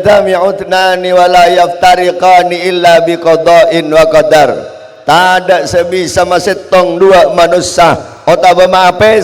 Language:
Madurese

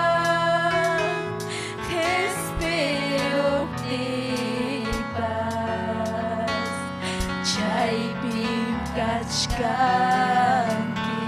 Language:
Ayacucho Quechua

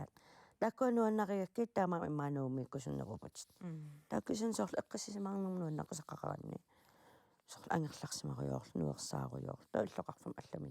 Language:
Kalaallisut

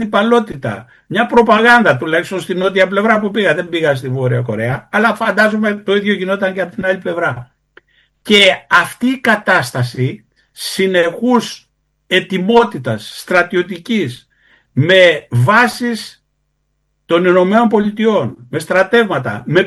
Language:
Greek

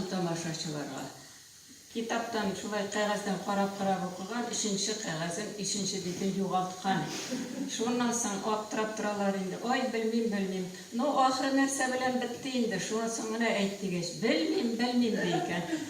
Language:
Tatar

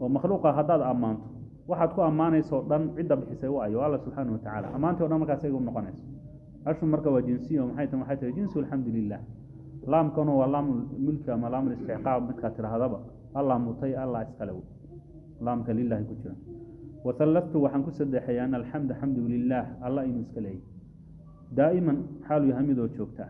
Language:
Somali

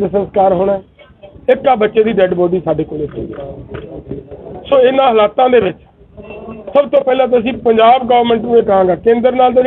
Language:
Punjabi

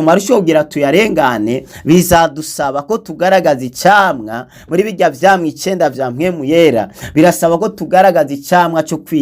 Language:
Rundi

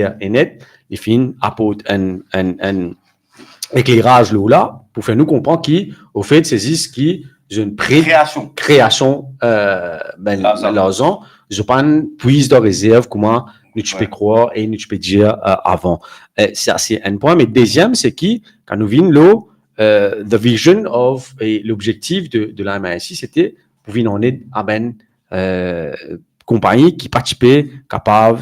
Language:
Morisyen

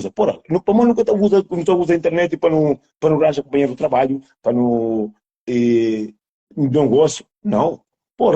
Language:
Kabuverdianu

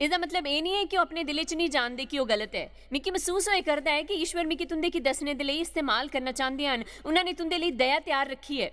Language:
Dogri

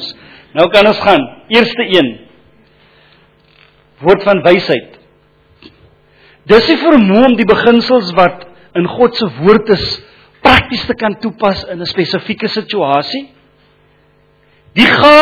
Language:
Afrikaans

